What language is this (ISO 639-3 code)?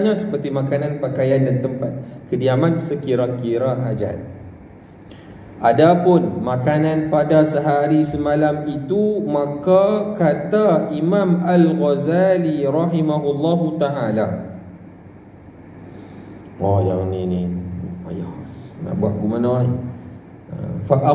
msa